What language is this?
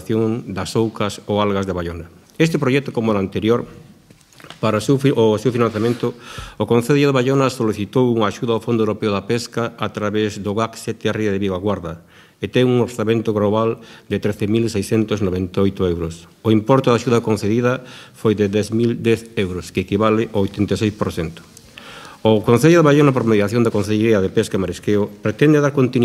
Galician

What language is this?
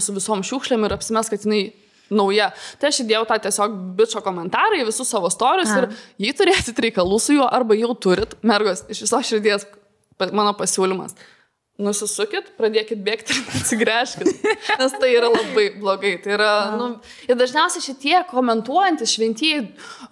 Lithuanian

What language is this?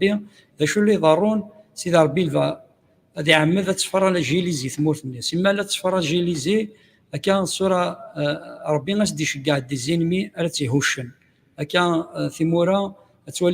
Kabyle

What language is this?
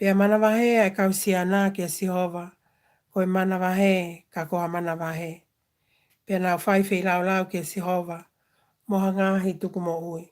Tongan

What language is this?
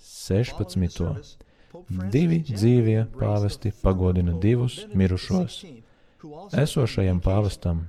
Latvian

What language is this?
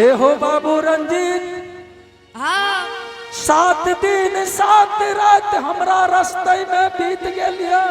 Angika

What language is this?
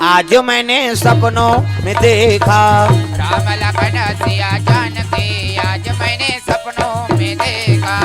Chhattisgarhi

